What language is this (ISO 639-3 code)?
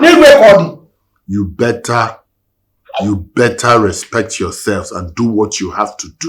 pcm